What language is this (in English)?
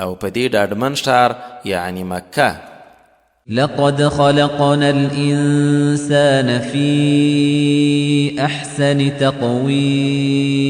Pashto